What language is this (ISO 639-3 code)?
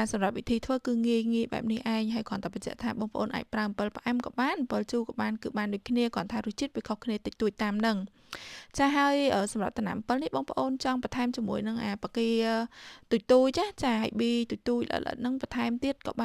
khm